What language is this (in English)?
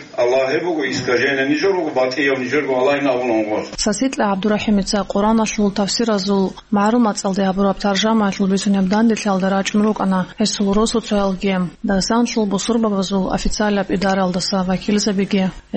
Avaric